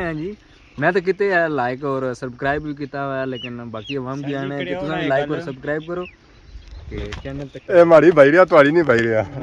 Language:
Pahari-Potwari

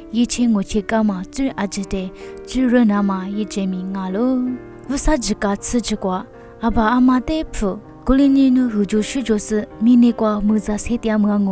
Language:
Lisu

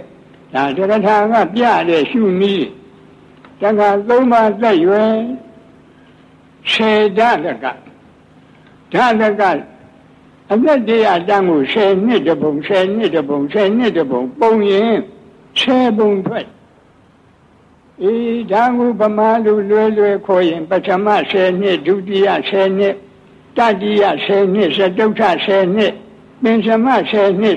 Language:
Burmese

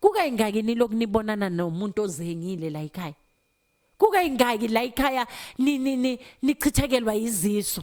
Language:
Zulu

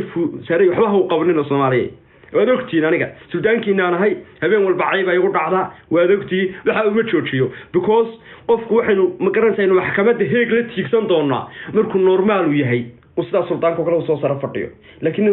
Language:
Somali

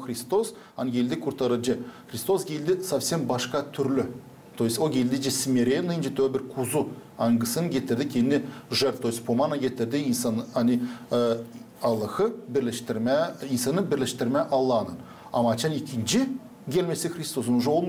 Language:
Gagauz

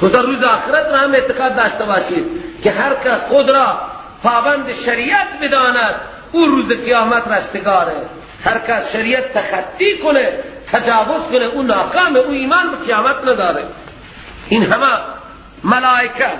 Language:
Persian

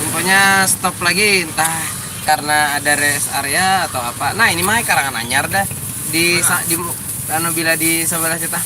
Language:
Banjar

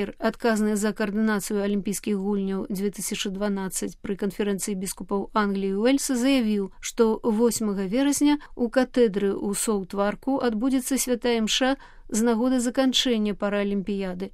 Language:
Belarusian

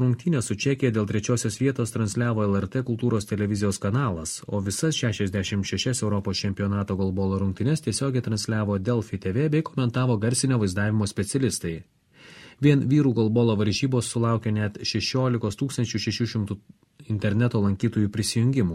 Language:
Lithuanian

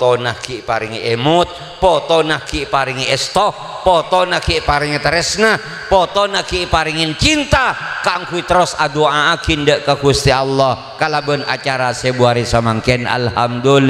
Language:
Madurese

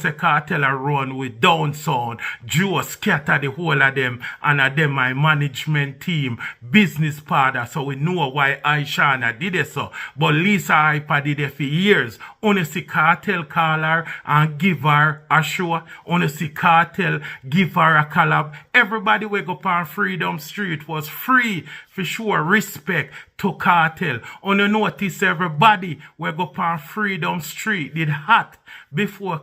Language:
Jamaican Creole English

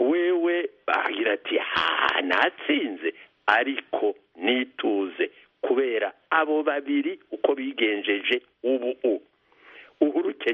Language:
Kinyarwanda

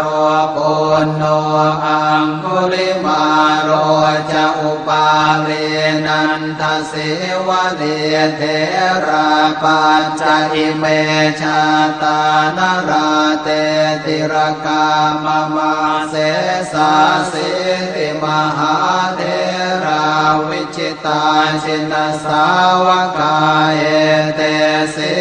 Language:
Pali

